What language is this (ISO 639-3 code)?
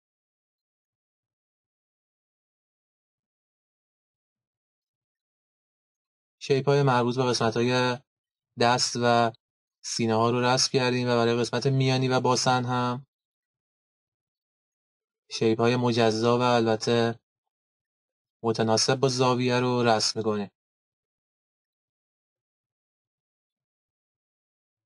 fas